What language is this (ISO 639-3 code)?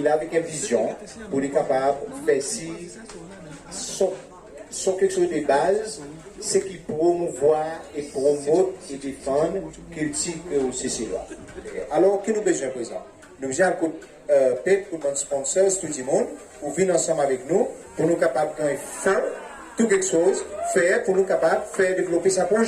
crs